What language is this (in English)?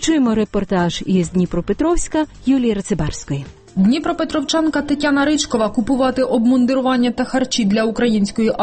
Ukrainian